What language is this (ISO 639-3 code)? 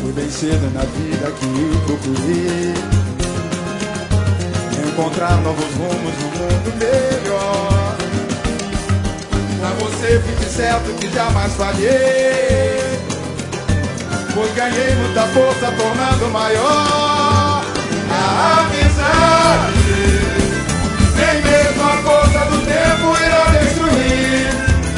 por